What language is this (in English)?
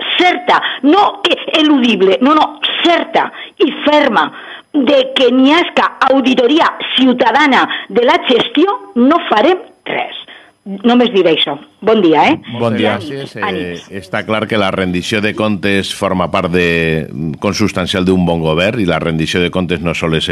Catalan